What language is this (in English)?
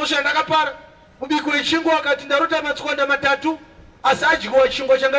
Shona